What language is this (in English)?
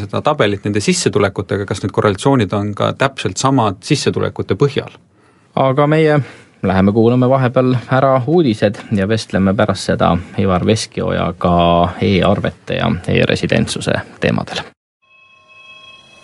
Estonian